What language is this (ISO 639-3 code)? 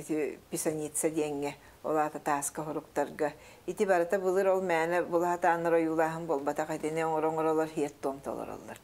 sah